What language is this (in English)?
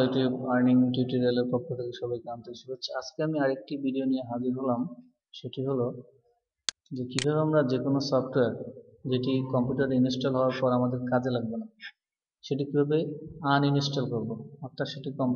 Bangla